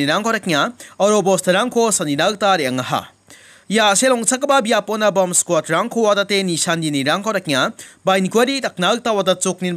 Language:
Garo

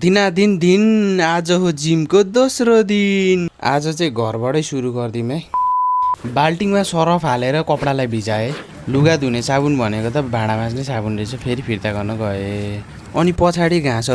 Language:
Nepali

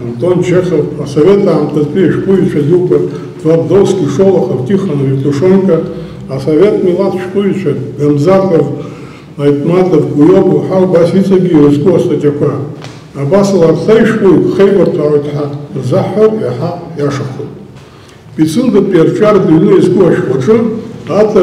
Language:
Abkhazian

